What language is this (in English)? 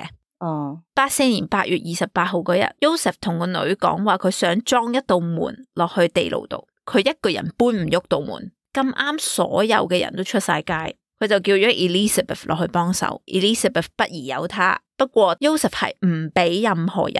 Cantonese